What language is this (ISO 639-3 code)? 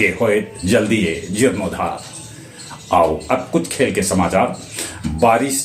mag